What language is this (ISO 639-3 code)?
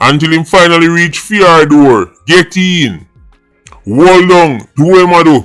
jam